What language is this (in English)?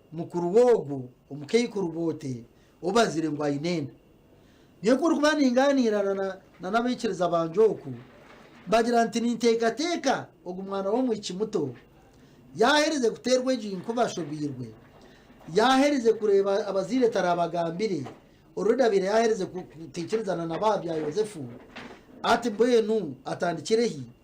Nyankole